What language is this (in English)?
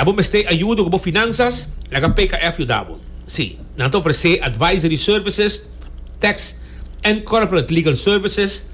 Papiamento